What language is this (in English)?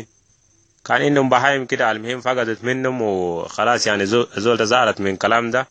Sudanese Arabic